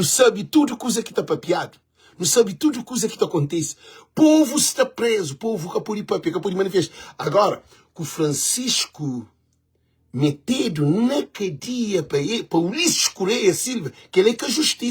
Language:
Kabuverdianu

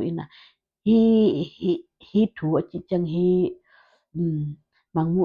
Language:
Tedim Chin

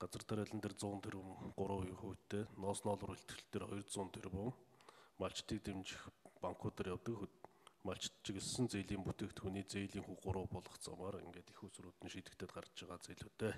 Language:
Mongolian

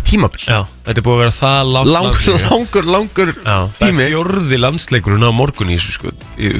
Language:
Icelandic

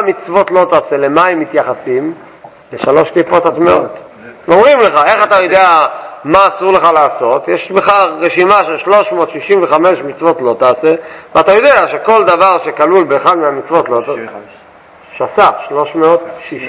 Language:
Hebrew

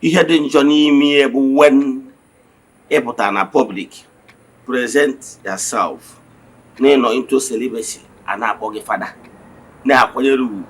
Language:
Igbo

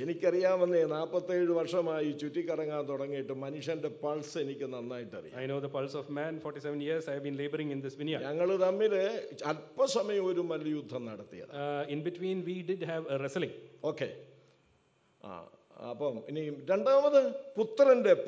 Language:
Malayalam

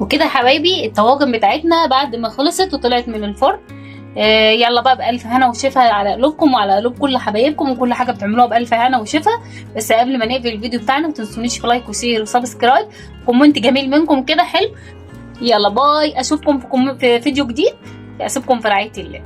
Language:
Egyptian Arabic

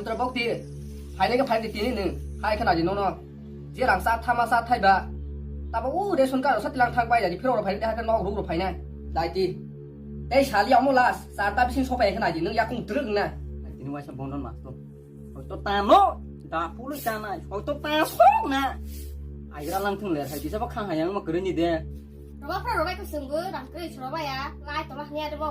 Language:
Kok Borok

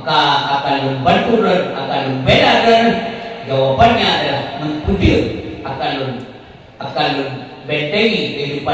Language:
Achinese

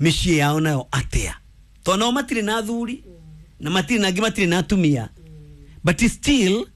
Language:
Kikuyu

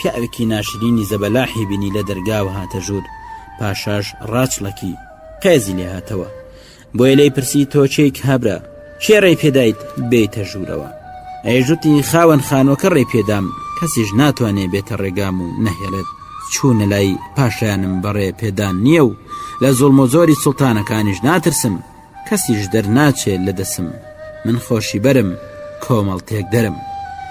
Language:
Central Kurdish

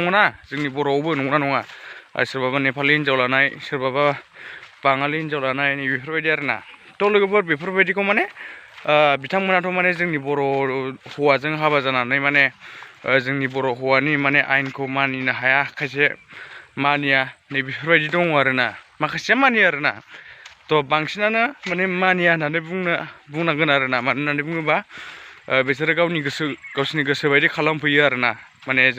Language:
Bodo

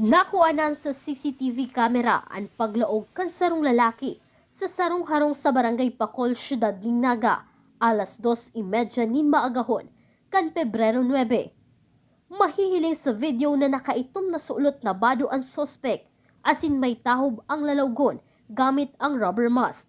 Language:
Bikol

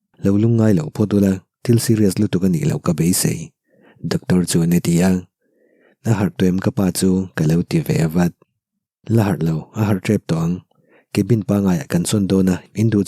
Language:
Mizo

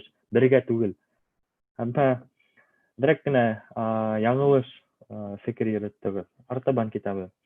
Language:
Bashkir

